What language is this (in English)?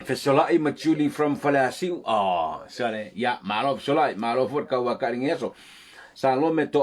Samoan